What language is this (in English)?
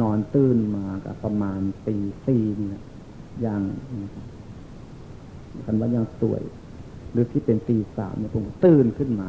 Northeastern Thai